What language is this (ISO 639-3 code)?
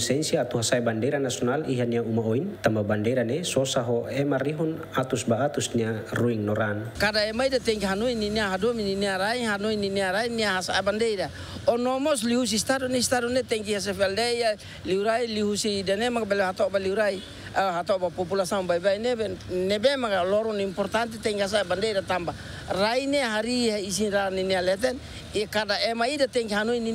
tet